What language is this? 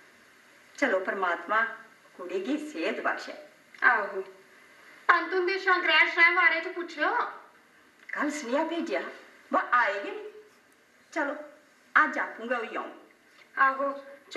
Dogri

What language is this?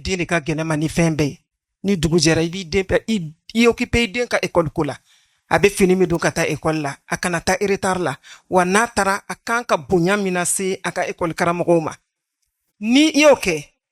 Bambara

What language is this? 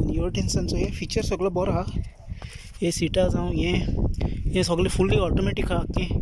Konkani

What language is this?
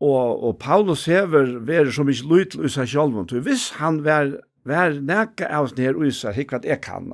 Faroese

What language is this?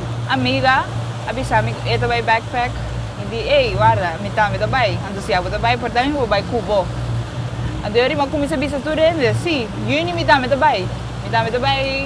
Papiamento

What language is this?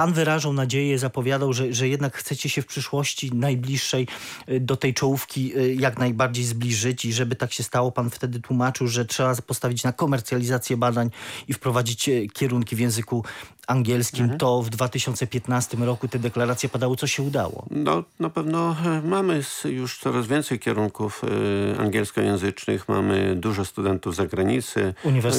Polish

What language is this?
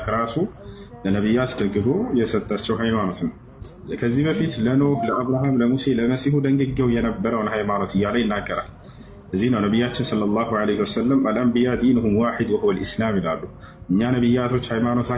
Amharic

